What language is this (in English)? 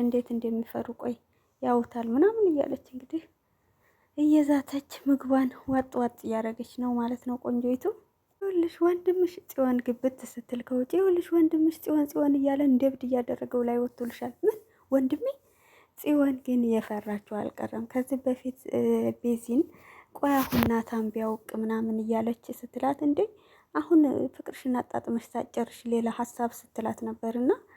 Amharic